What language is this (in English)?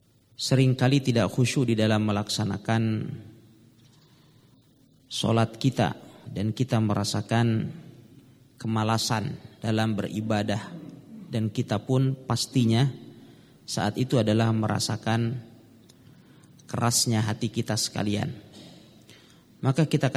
Indonesian